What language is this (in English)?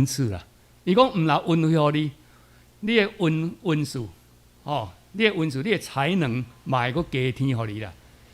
Min Nan Chinese